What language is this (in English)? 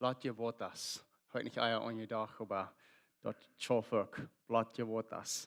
Plautdietsch